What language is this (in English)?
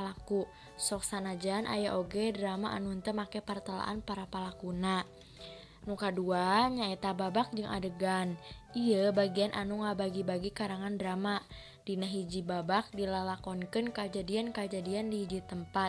Sundanese